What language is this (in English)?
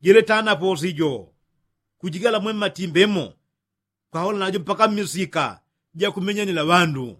Yao